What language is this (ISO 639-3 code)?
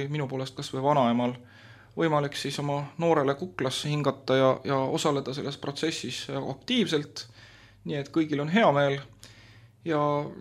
est